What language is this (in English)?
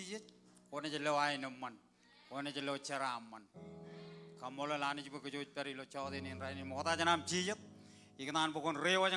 Marshallese